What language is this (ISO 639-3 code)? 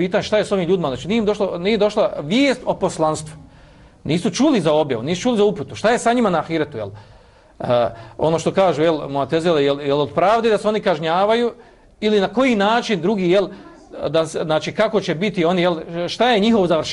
bos